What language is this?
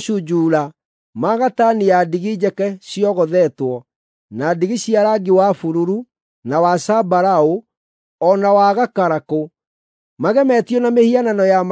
Kikuyu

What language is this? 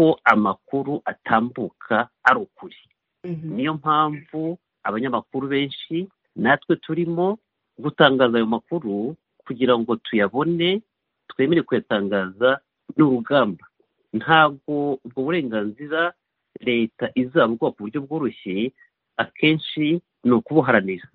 Kinyarwanda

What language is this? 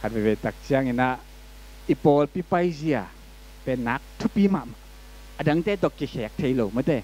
Tedim Chin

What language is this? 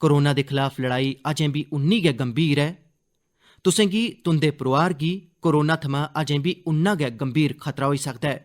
Dogri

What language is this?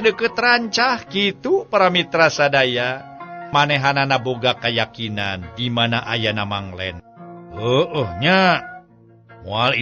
Sundanese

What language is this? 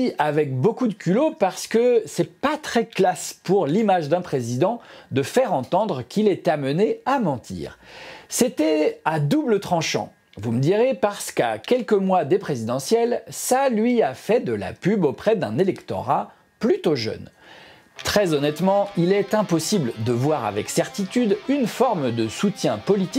French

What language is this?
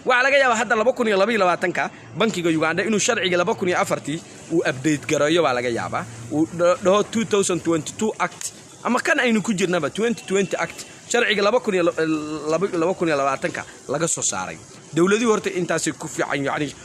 Somali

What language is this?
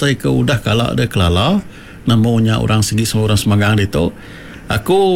Iban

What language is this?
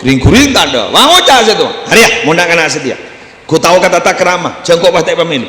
Madurese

